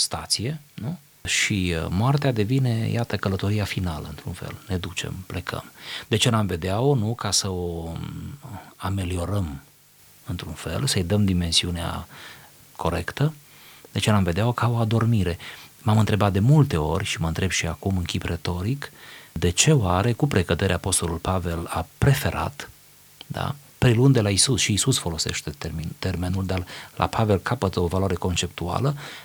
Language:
Romanian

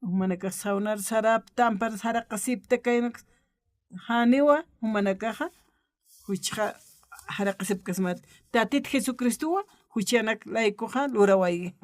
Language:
Aymara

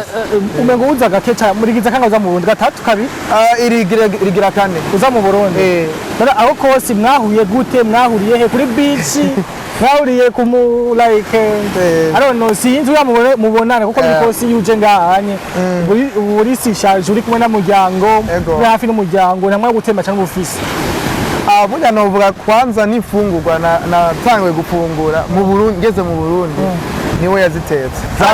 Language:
Rundi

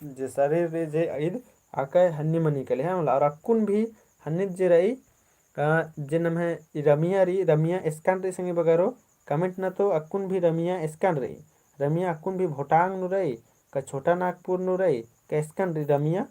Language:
Kurukh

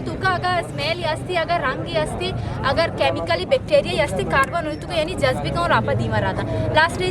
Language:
Eastern Balochi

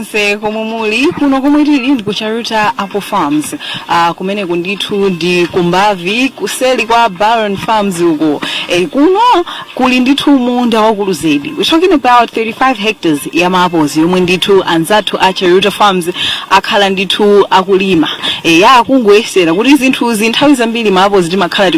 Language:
Nyanja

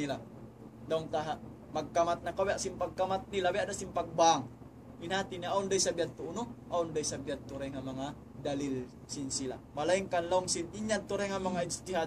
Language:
Tausug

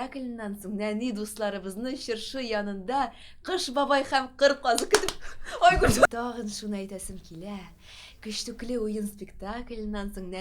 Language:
Tatar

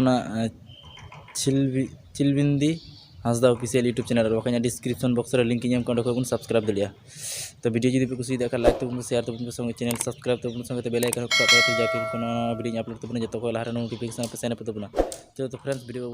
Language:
Santali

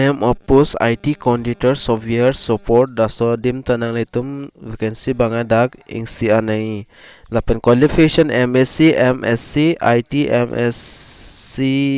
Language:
Karbi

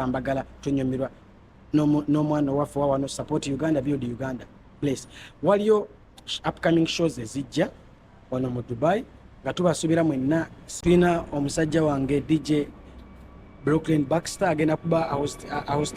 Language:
Ganda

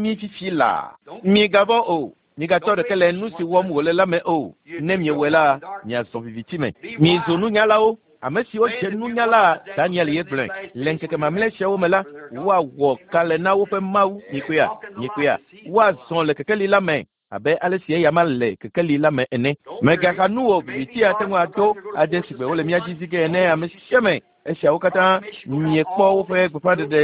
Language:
Ewe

